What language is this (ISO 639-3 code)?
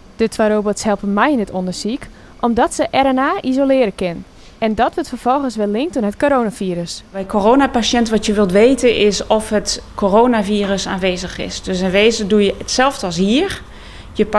fry